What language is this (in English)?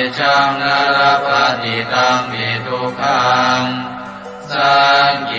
Pali